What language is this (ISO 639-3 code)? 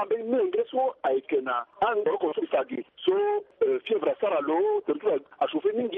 sag